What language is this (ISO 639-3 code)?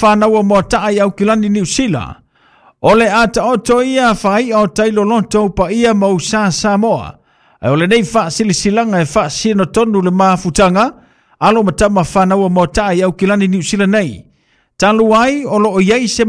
smo